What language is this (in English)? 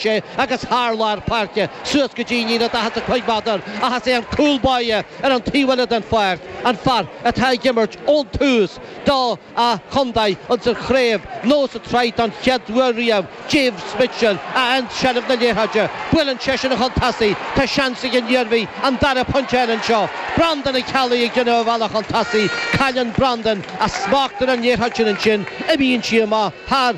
Irish